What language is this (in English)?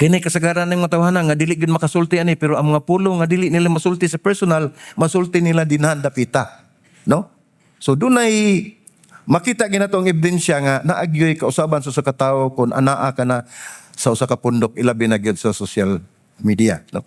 Cebuano